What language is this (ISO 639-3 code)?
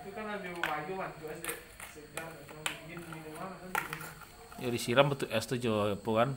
min